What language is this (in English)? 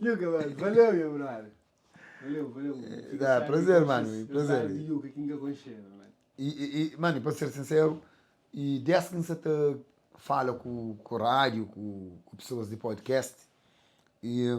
Kabuverdianu